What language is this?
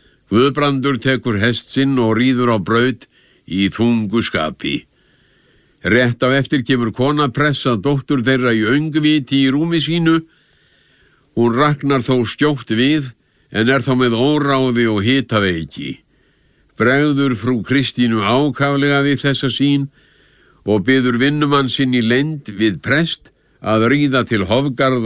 Icelandic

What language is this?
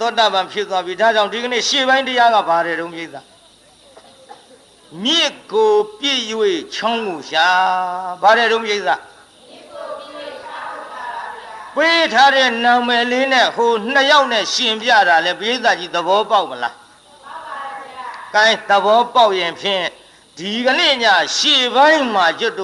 Burmese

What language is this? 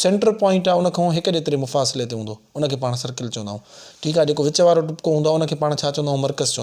Sindhi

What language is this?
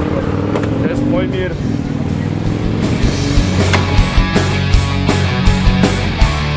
Czech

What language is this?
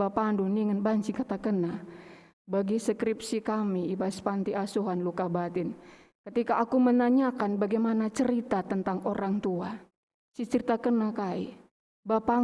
Batak Karo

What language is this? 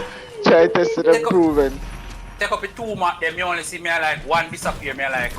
Jamaican Creole English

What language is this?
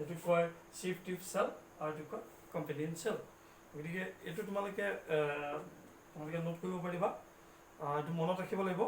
Assamese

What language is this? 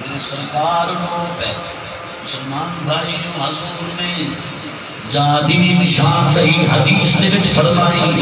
Saraiki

